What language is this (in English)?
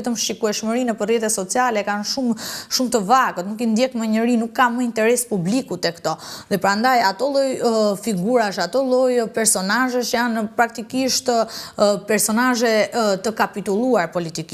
Albanian